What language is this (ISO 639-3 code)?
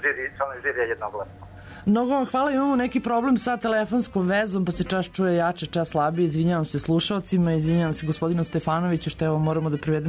srp